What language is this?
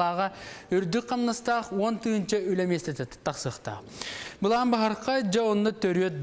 Yakut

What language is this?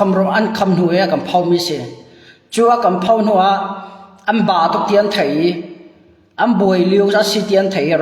Hakha Chin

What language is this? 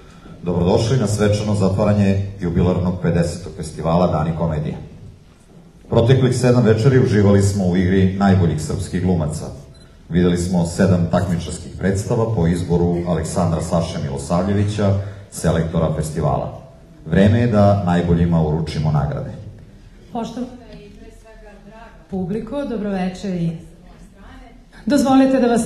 Serbian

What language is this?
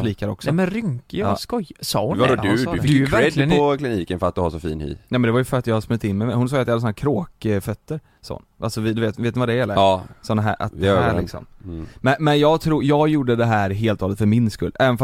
Swedish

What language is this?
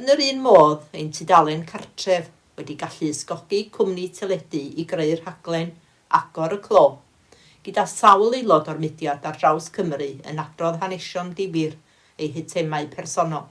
Welsh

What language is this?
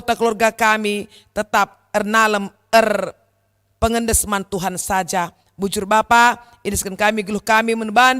Batak Karo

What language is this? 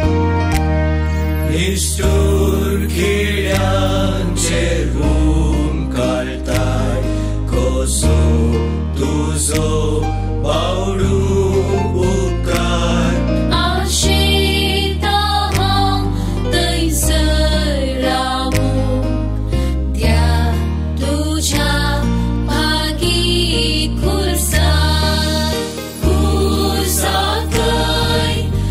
Konkani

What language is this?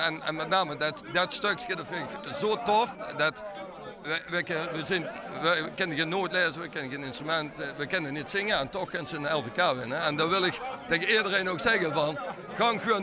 Limburgish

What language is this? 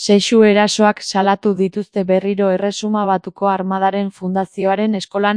Basque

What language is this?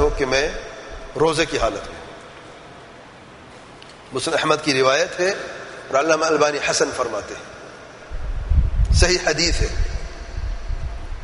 Urdu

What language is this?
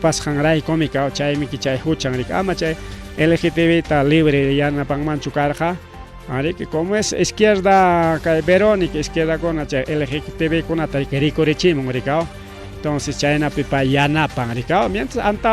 Ayacucho Quechua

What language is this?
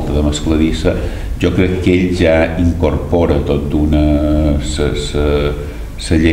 Catalan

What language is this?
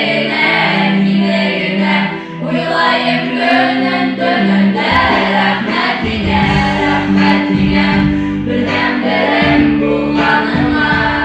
Bashkir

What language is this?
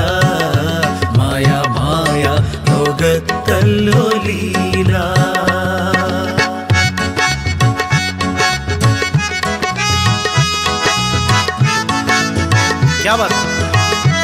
Malayalam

